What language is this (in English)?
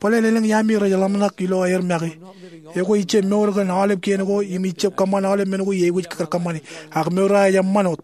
Marshallese